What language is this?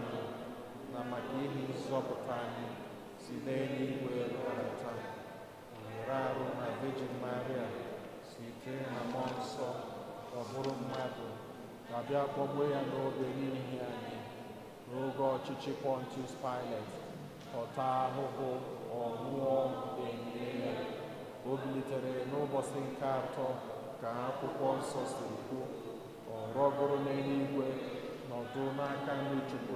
Igbo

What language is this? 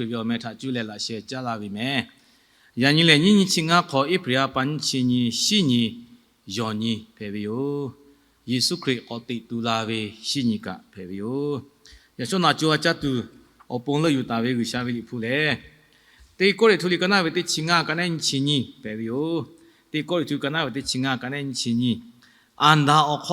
Lahu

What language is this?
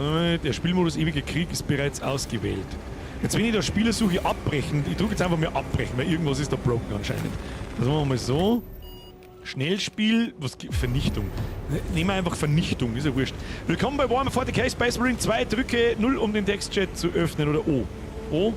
Bavarian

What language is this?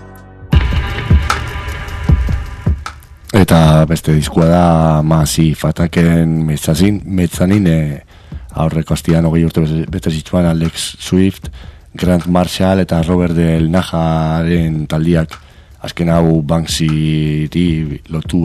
Basque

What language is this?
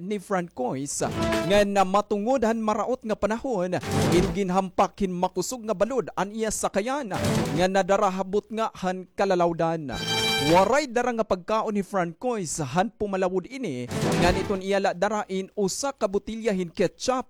Waray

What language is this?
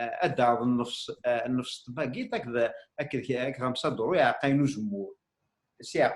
Kabyle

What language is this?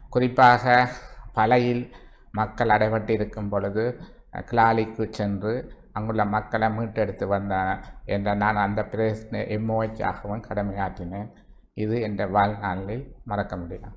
Tamil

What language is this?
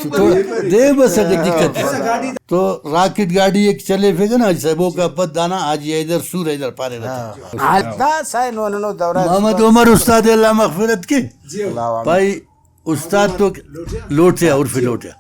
Brahui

